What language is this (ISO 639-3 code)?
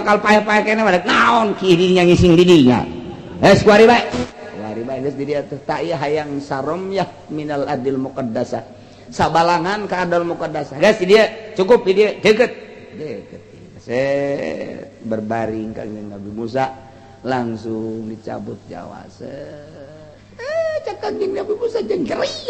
sun